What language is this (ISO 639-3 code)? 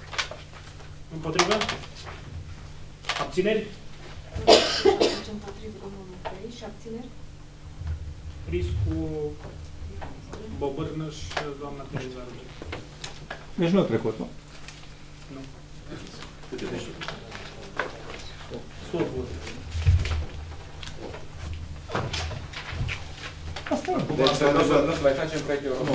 ron